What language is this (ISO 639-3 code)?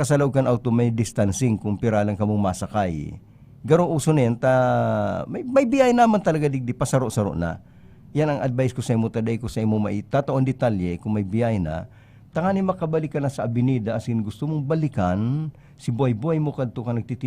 bik